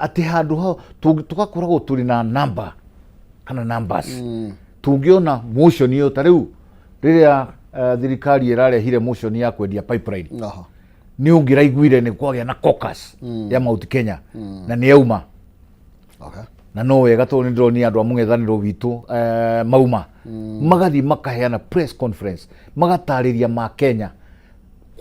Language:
Kikuyu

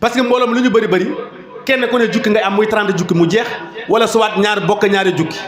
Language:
Wolof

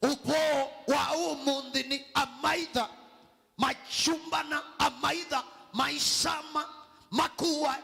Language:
Kamba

